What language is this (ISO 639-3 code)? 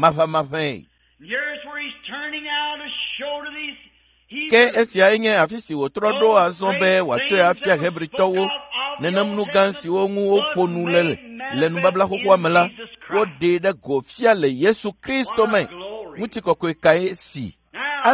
ewe